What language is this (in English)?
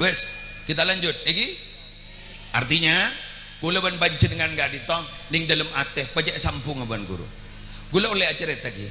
Madurese